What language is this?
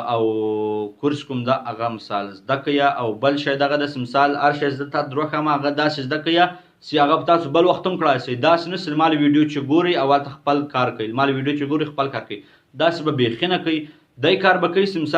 Pashto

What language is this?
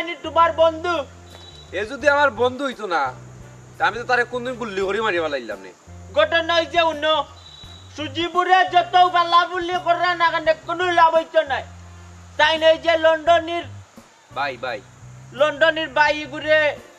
Sylheti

